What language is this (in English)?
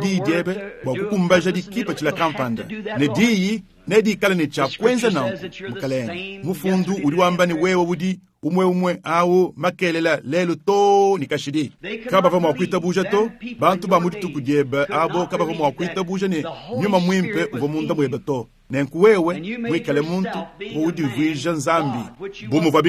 Luba-Lulua